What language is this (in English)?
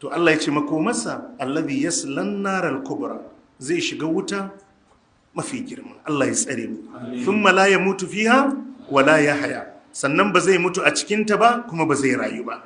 Hausa